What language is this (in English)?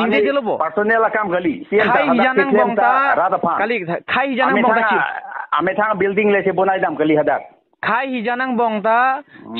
Karbi